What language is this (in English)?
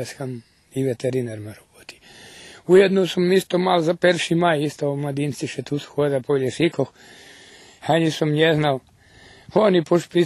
Rusyn